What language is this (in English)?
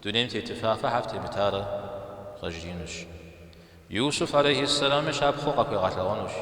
Kabardian